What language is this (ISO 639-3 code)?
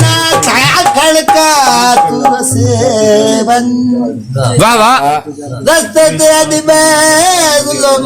skr